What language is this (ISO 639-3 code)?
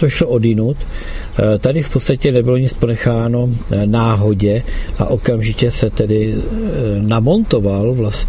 ces